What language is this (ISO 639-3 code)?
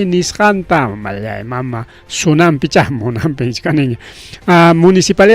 quy